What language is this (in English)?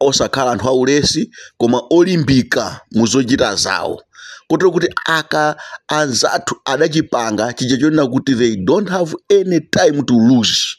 Nyanja